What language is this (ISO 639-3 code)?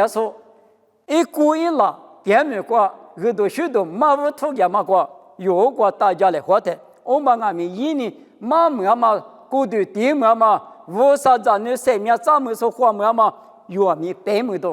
lis